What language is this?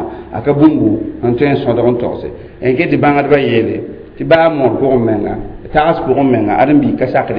Mossi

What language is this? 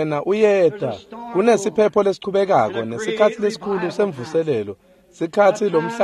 Swati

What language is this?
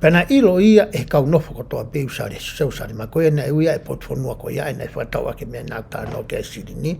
Tongan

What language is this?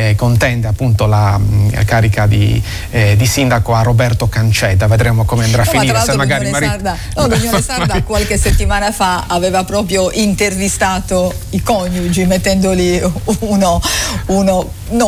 Italian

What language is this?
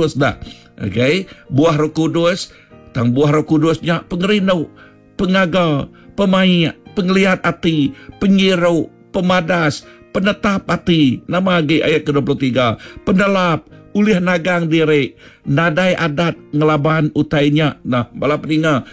Iban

